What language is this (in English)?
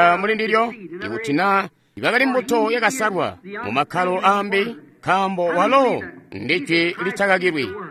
Tonga (Zambia)